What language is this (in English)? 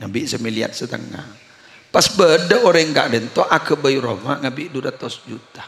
Madurese